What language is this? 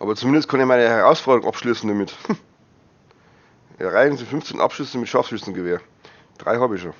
Bavarian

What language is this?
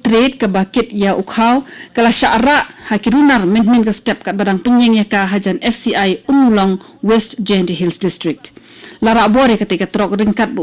Khasi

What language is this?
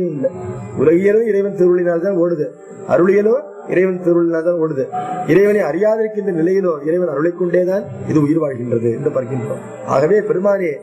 Tamil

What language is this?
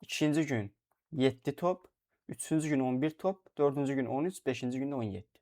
Azerbaijani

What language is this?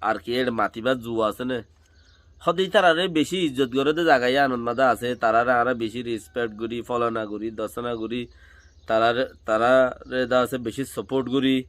Rohingya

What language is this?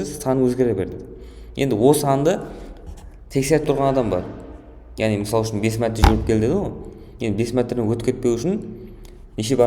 Kara-Kalpak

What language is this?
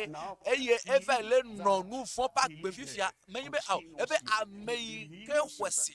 Ewe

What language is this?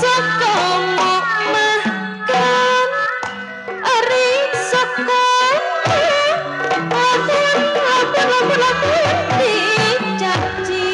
Sundanese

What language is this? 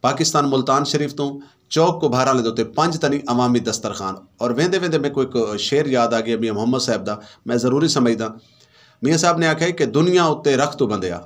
Saraiki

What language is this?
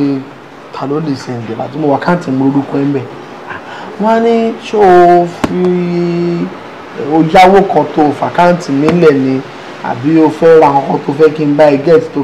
Yoruba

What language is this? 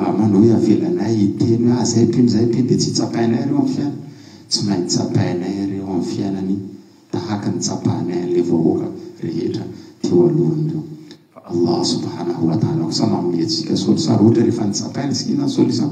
Malagasy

